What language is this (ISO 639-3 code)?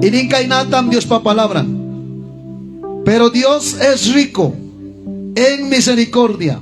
quy